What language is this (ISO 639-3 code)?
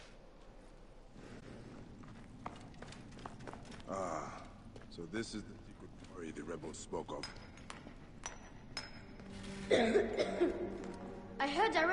eng